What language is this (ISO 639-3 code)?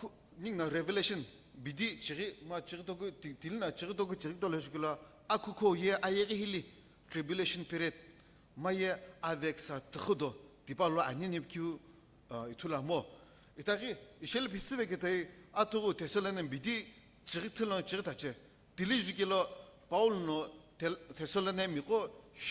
nsm